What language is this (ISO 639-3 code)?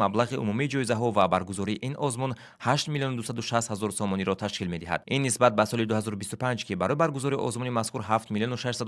tgk